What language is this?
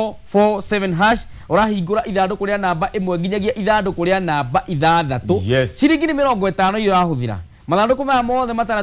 Kikuyu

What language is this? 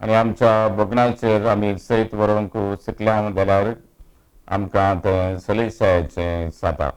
Konkani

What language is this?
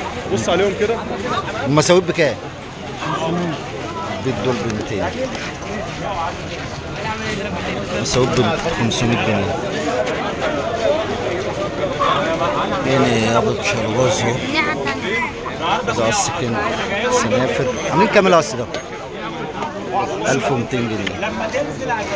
Egyptian Arabic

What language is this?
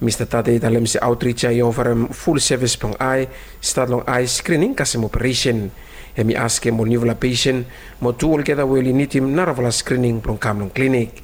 Bislama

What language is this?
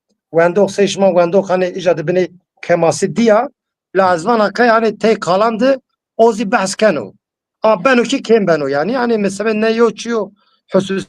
Zaza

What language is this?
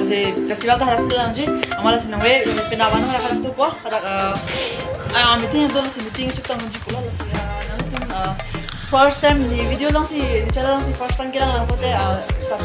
Karbi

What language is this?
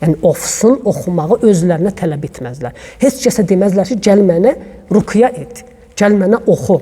Azerbaijani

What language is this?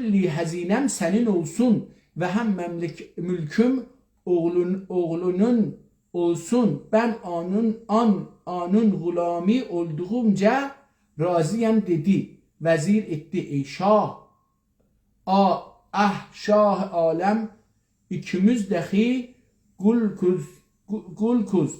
South Azerbaijani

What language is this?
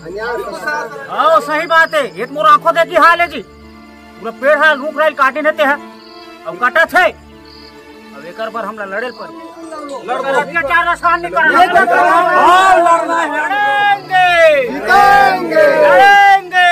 Chhattisgarhi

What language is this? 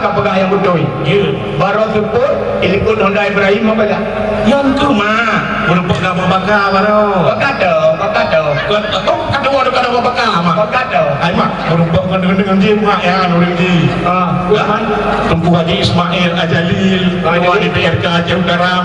Achinese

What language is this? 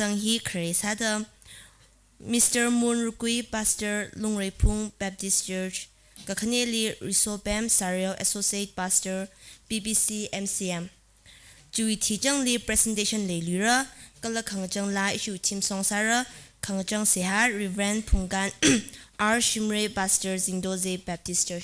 Tangkhul Naga (India)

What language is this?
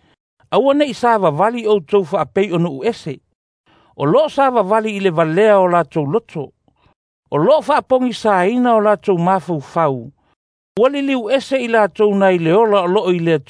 Samoan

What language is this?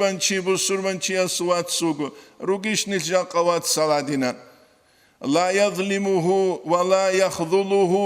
Avaric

